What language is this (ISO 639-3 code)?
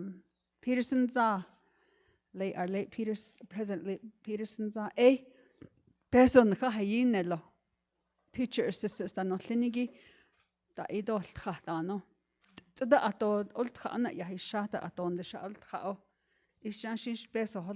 nav